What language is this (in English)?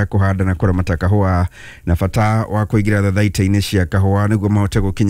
Kikuyu